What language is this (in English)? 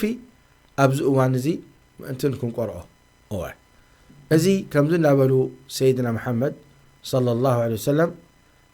Tigrinya